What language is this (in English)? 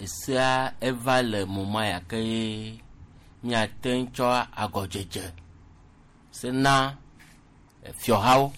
Gen